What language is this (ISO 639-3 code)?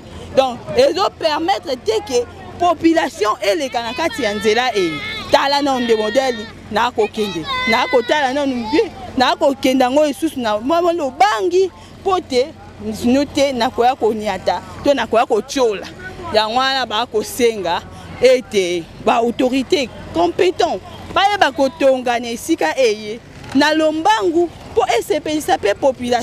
lin